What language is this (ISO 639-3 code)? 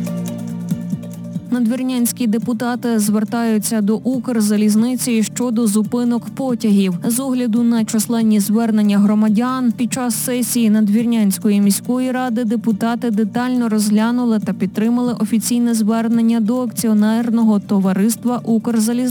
ukr